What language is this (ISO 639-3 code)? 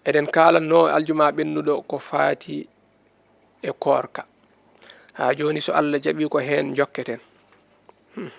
ful